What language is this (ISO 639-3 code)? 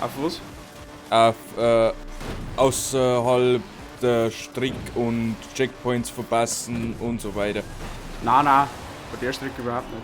bar